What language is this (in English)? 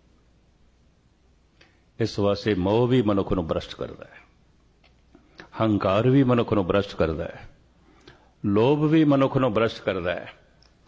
Punjabi